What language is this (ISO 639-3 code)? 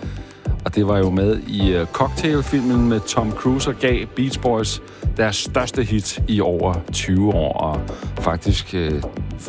dan